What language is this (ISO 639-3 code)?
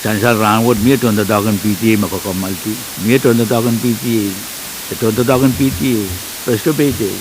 pon